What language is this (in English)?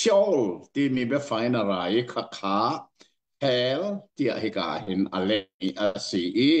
Hakha Chin